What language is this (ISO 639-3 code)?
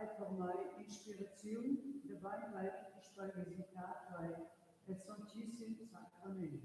roh